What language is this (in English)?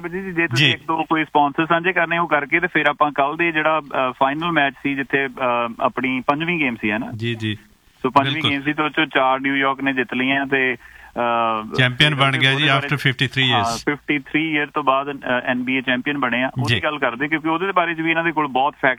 Punjabi